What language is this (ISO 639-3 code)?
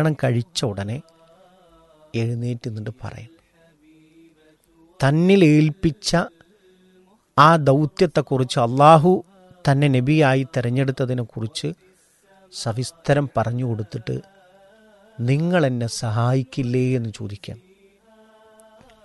mal